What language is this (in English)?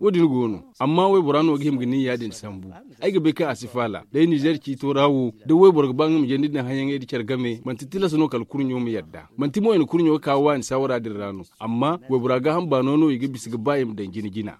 Zarma